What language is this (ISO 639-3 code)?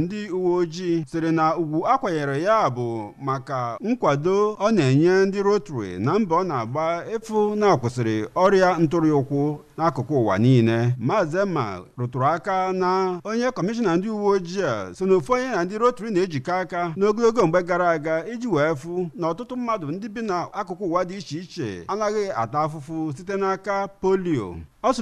ibo